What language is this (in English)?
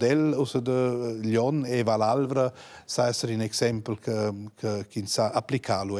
Romansh